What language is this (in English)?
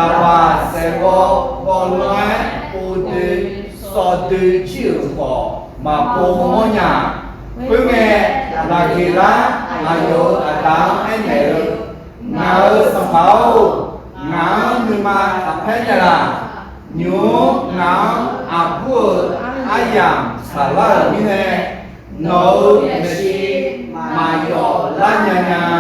Akha